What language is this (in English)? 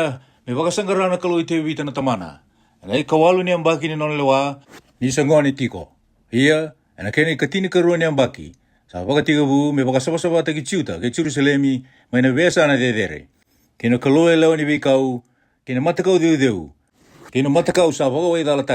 Fijian